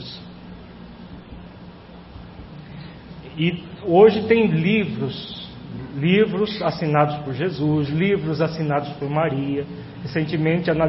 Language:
Portuguese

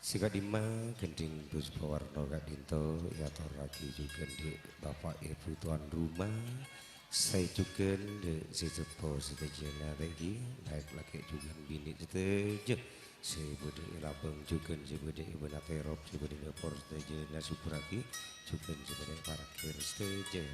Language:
Madurese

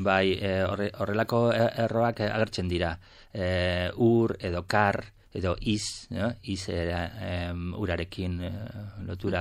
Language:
Basque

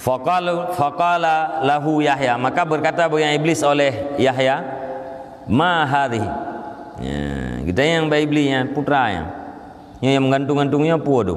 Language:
Achinese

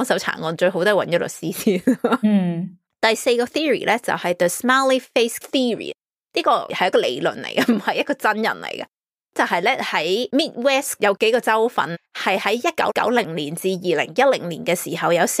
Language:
Cantonese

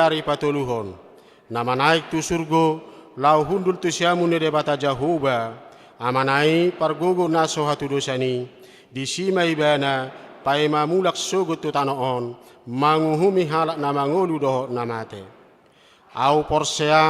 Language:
Batak Toba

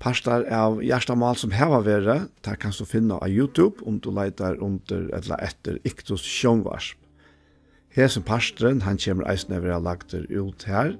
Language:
Faroese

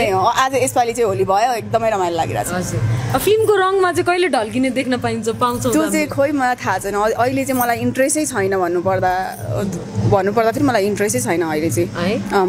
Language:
Nepali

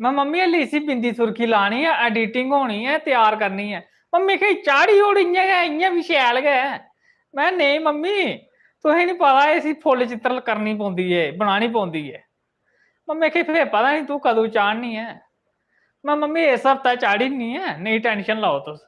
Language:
Dogri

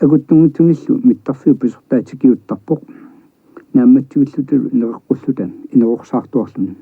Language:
Kalaallisut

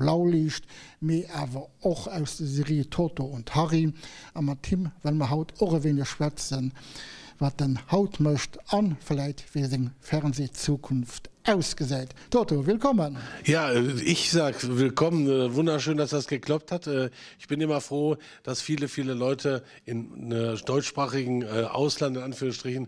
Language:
Luxembourgish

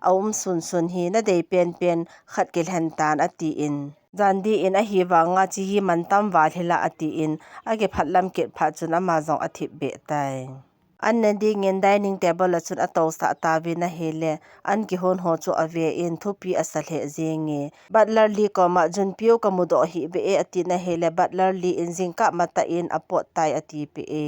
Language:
Thado Chin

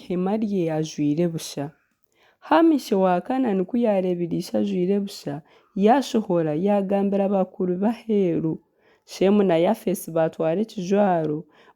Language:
Nyankole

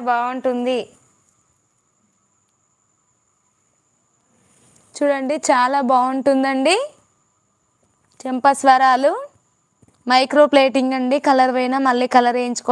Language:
Telugu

